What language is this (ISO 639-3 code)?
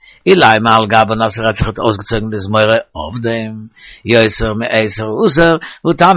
yid